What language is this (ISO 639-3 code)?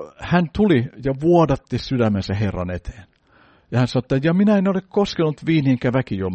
fin